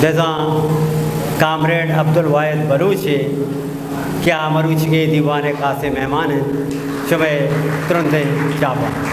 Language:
Eastern Balochi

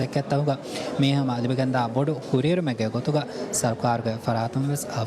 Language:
Divehi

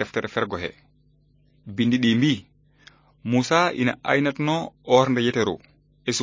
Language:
Fula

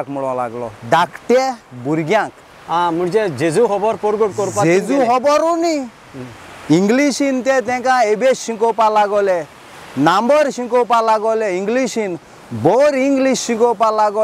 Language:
Konkani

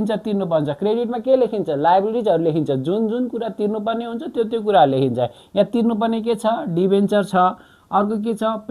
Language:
Nepali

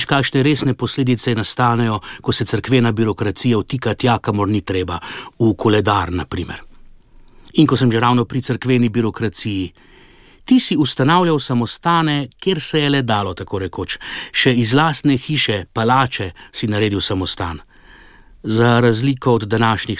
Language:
Slovenian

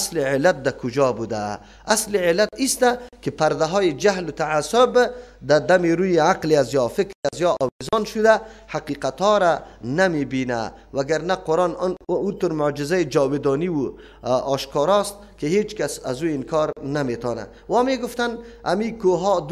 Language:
Persian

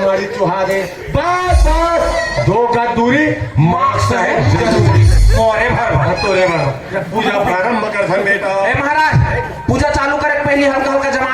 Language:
Chhattisgarhi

